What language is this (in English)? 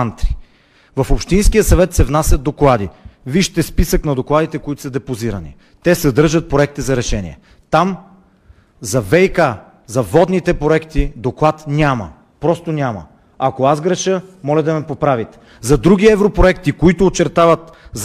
Bulgarian